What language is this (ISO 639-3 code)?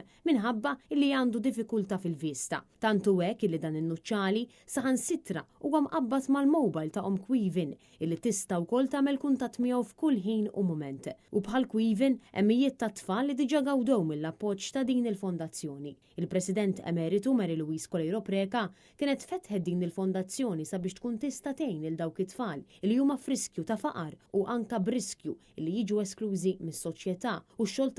mlt